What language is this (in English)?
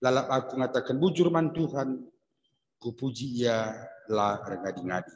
Batak Karo